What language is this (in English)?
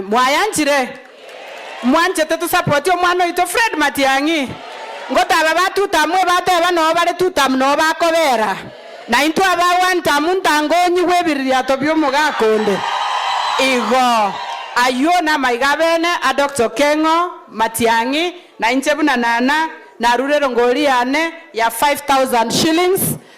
Gusii